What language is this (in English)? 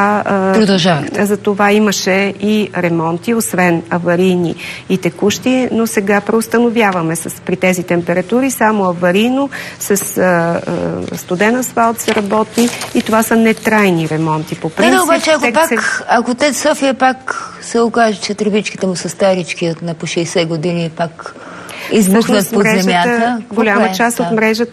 Bulgarian